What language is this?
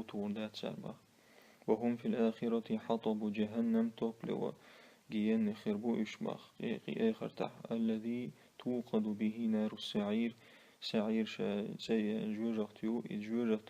Chechen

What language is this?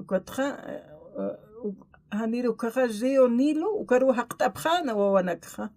Aymara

